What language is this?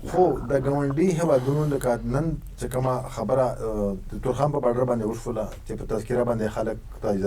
Pashto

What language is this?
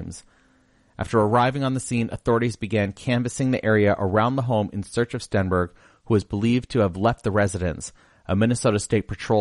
English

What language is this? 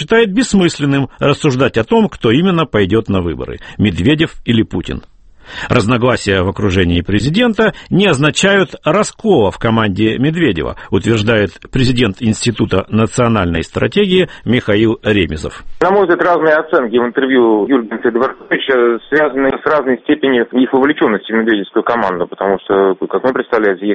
Russian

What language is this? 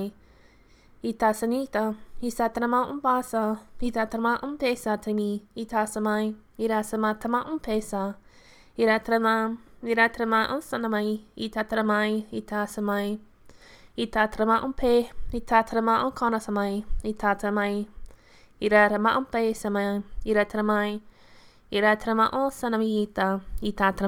Latvian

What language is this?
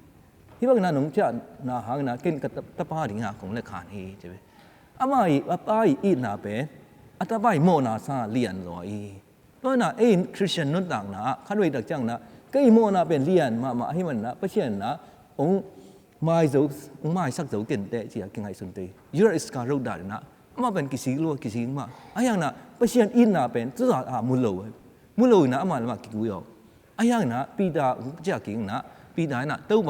Tedim Chin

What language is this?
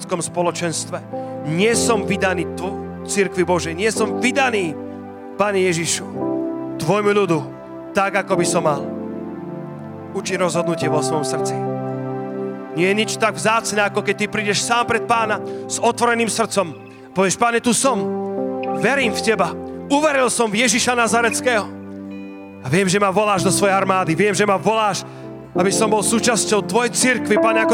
Slovak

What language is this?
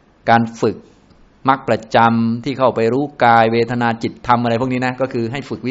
Thai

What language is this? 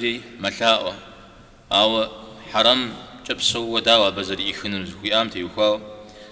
Kabardian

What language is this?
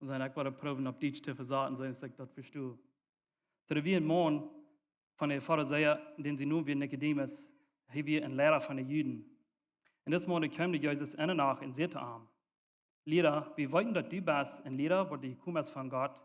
Plautdietsch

